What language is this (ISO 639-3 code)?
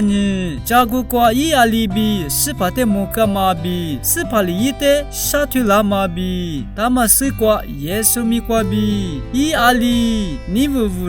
lis